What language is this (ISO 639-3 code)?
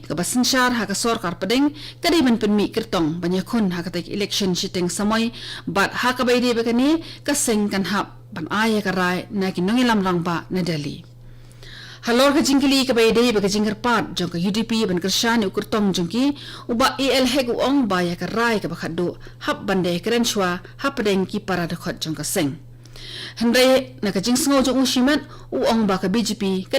kha